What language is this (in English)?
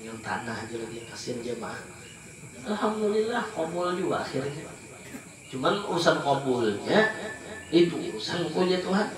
Banjar